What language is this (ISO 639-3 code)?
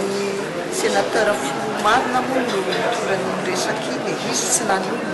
mlg